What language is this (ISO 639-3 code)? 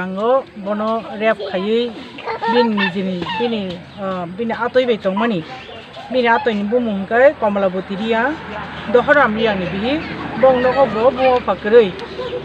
trp